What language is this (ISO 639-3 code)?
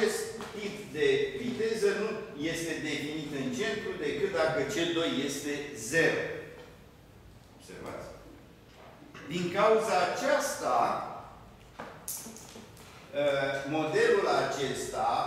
ron